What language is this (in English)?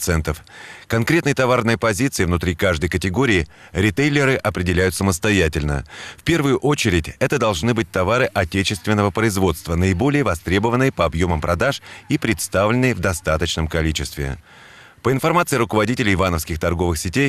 Russian